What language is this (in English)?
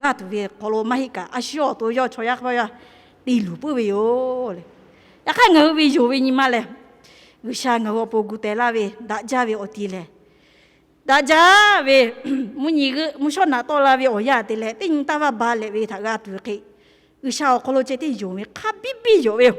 Lahu